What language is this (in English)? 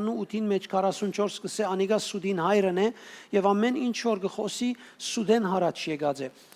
Western Armenian